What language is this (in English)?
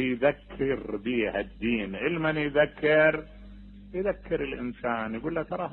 Mesopotamian Arabic